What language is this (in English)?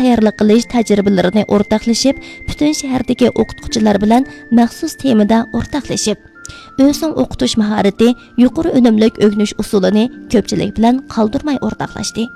Uyghur